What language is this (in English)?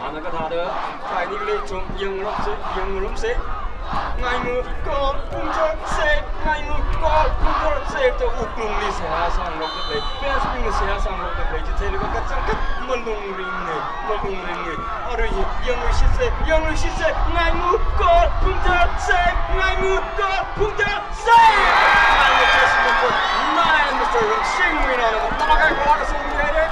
Tangkhul Naga (India)